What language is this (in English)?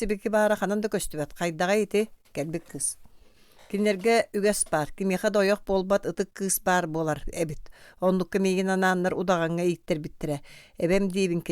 Yakut